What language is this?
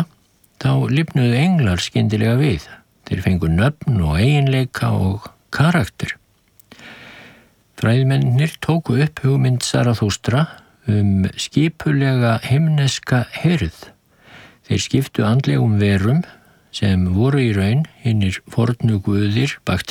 Icelandic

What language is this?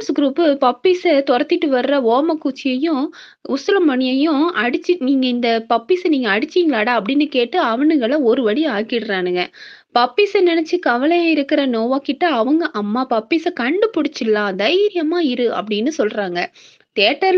Tamil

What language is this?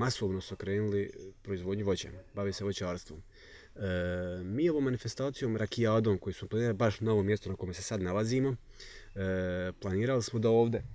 Bosnian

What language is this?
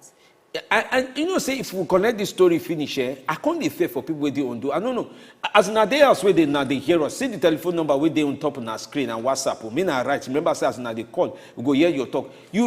Nigerian Pidgin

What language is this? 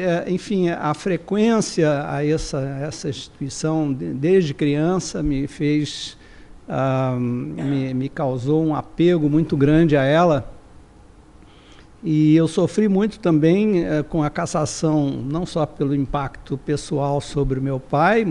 Portuguese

